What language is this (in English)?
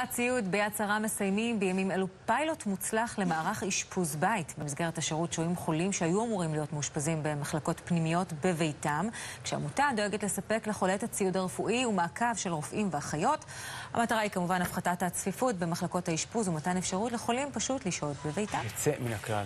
Hebrew